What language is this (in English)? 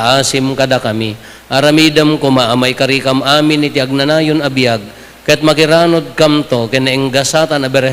Iloko